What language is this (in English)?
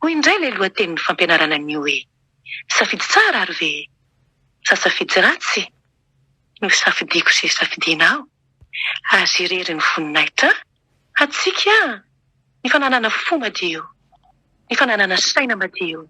Malagasy